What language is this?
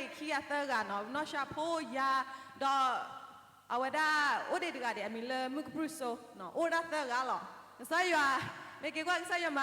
S'gaw Karen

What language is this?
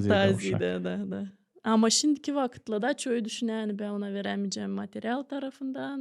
Gagauz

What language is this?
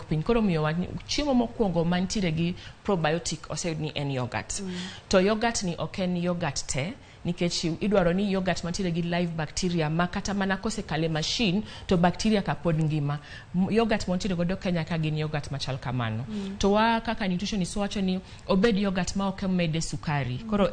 Luo (Kenya and Tanzania)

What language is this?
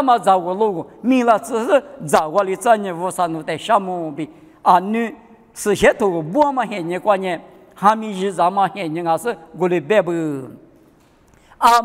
Lisu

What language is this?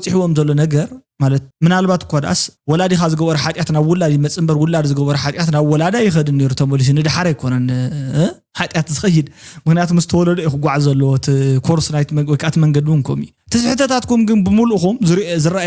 Tigrinya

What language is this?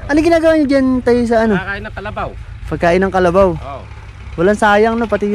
Filipino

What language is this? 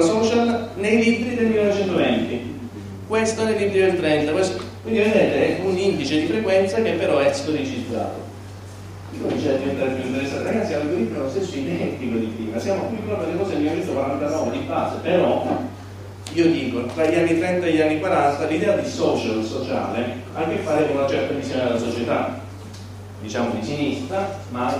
Italian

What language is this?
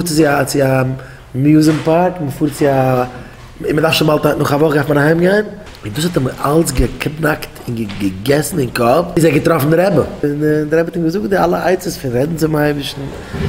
Yiddish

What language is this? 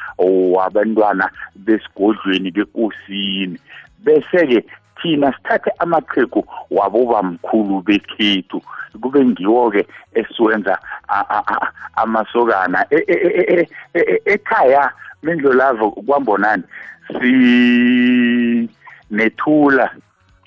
South Ndebele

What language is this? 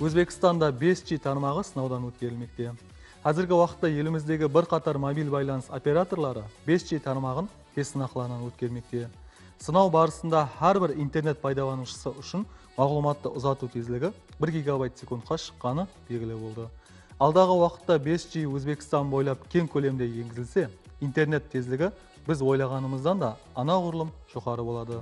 Kara-Kalpak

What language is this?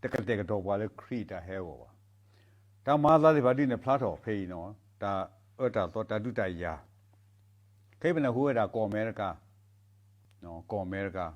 S'gaw Karen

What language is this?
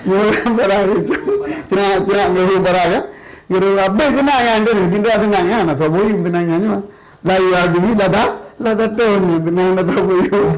Achinese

